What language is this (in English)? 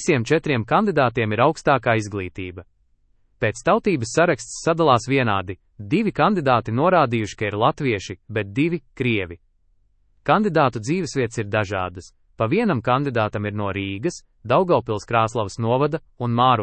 Latvian